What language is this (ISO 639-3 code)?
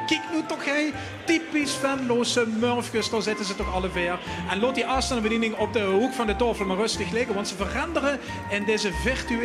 lim